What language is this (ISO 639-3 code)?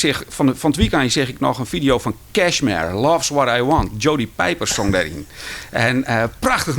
fry